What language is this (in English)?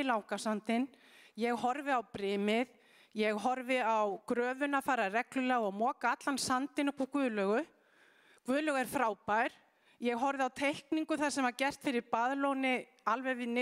Icelandic